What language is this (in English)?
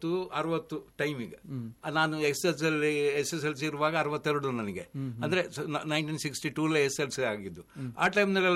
Kannada